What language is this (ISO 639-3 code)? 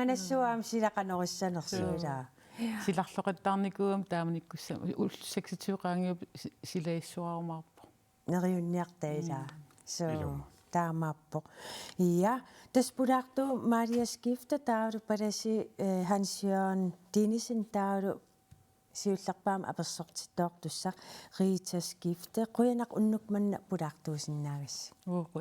kal